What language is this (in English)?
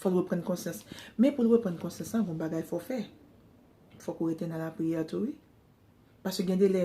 Haitian Creole